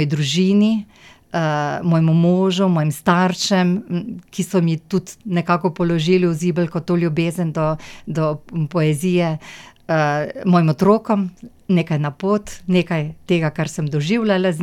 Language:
Slovenian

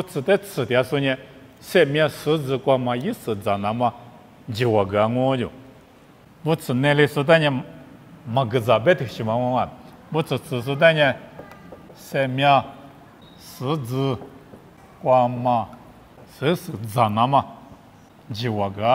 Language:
Lisu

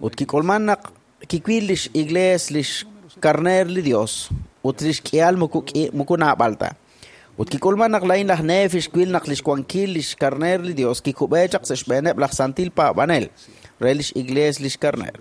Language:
Kekchí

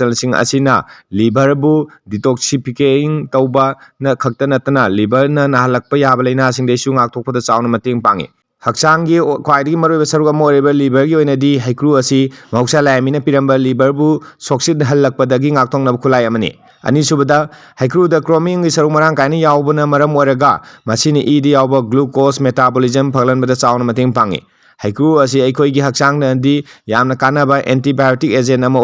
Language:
Manipuri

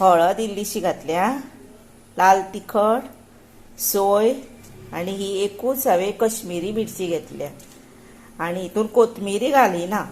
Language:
Konkani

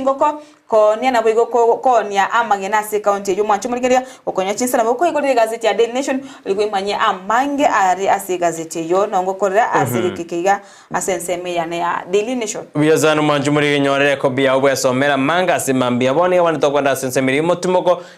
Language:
Gusii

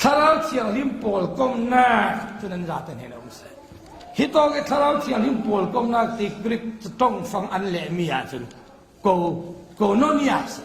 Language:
Falam Chin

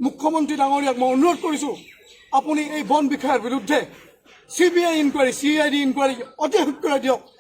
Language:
Assamese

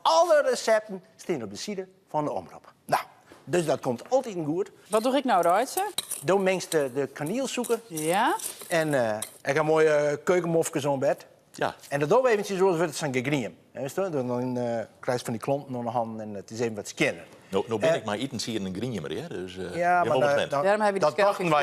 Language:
Western Frisian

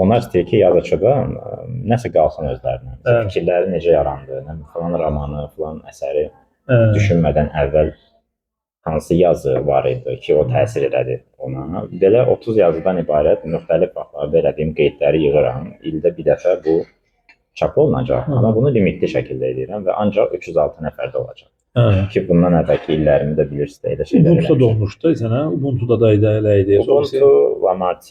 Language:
Azerbaijani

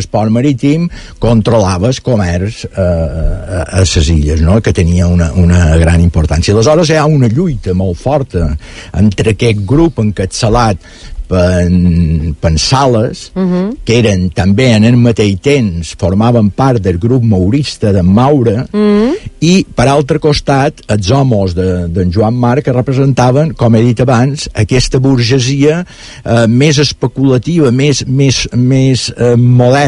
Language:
Catalan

